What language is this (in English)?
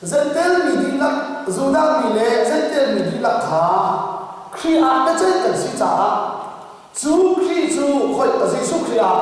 Hakha Chin